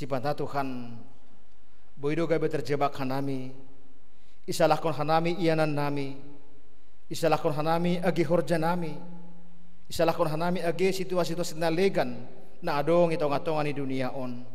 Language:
Batak Simalungun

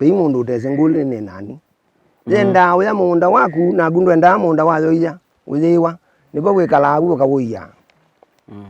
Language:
Kamba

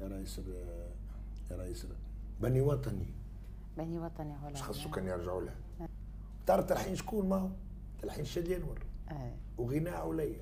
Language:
Tunisian Arabic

